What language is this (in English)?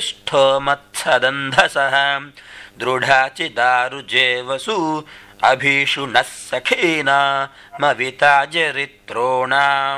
Sanskrit